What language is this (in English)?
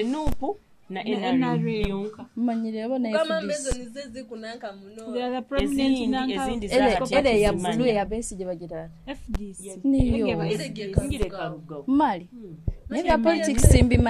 Nyoro